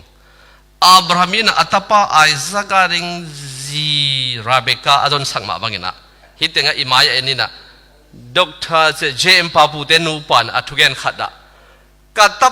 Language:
Tedim Chin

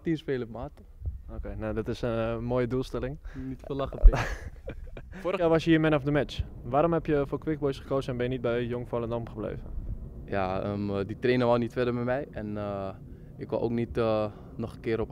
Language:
Dutch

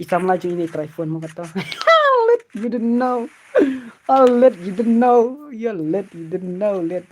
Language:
Khasi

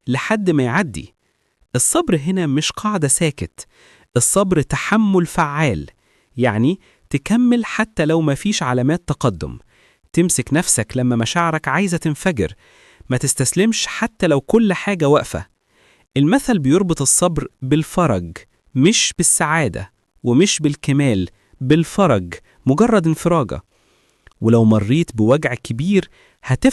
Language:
Egyptian Arabic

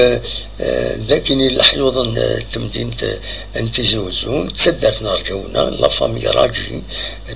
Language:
Kabyle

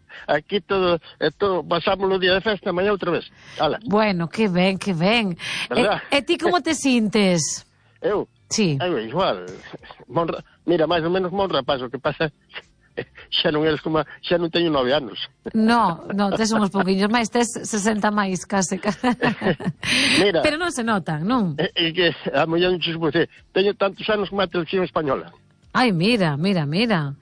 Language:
Galician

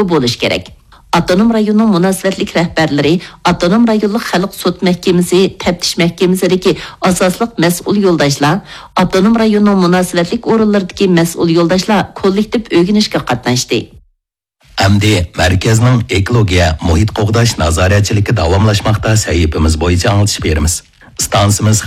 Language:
Uyghur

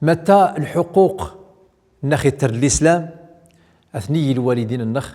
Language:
Central Atlas Tamazight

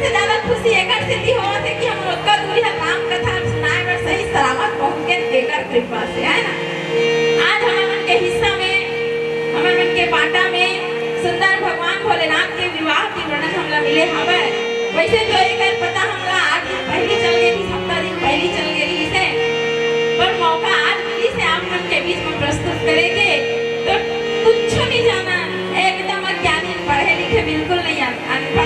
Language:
Chhattisgarhi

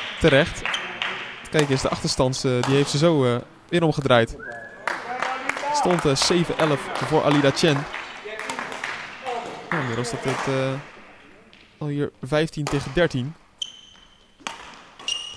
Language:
Dutch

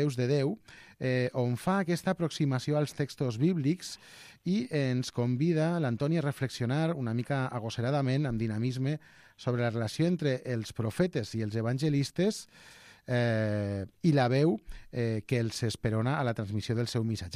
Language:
Catalan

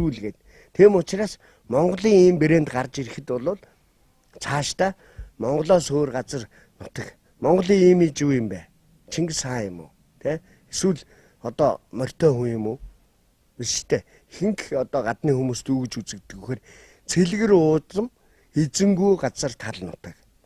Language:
Mongolian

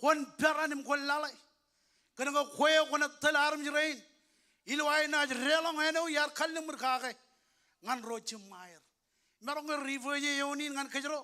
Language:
Marshallese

